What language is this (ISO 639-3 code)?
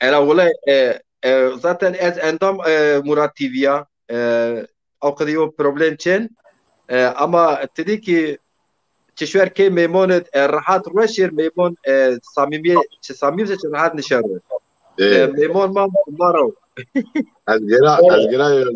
zza